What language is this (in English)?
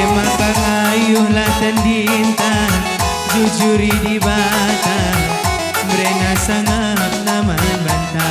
Batak Karo